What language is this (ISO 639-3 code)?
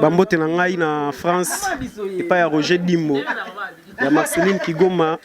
lin